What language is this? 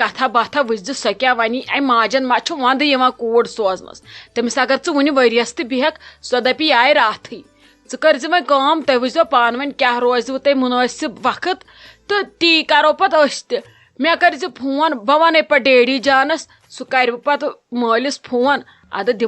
Kashmiri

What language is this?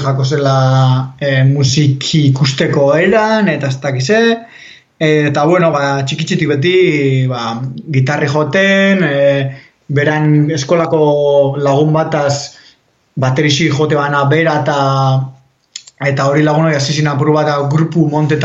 Basque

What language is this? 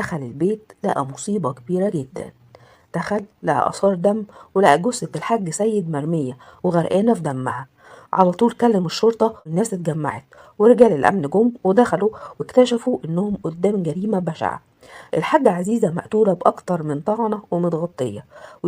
Egyptian Arabic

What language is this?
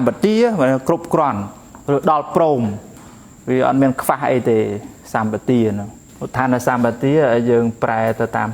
Khmer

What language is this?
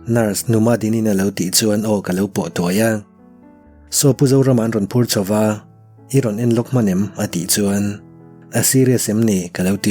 Mizo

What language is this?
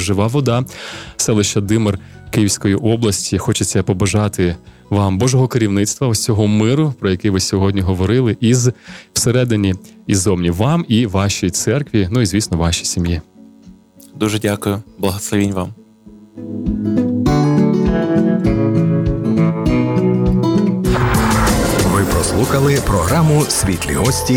Ukrainian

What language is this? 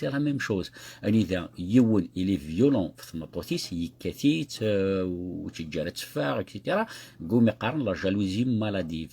Kabyle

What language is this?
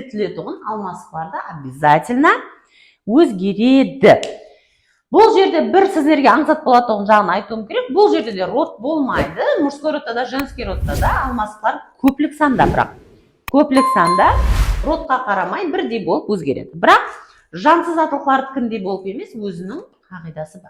Kara-Kalpak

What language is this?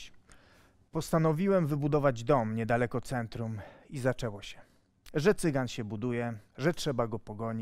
Polish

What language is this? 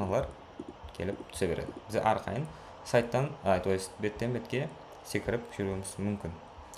Kara-Kalpak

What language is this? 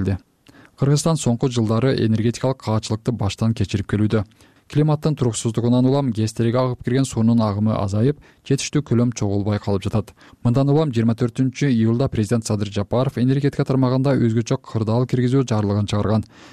Kyrgyz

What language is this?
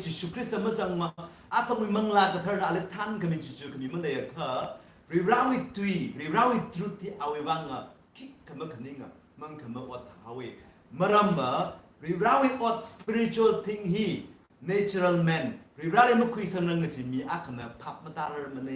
Tangkhul Naga (India)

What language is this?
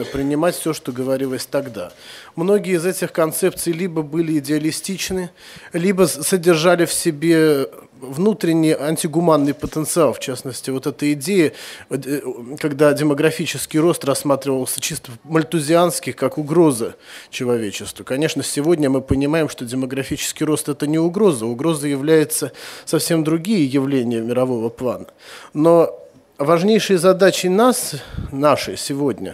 Russian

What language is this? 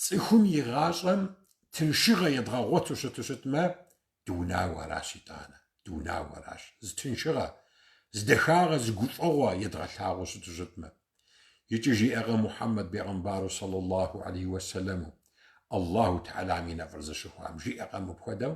Kabardian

